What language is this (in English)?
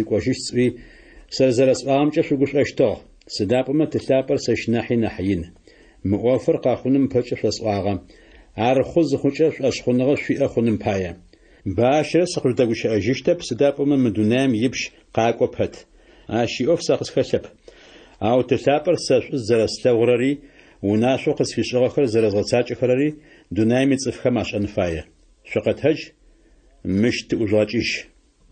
Adyghe